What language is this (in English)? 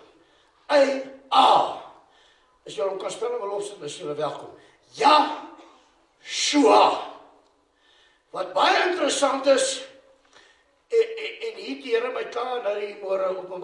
Afrikaans